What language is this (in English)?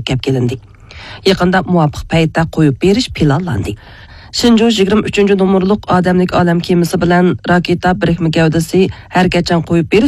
Uyghur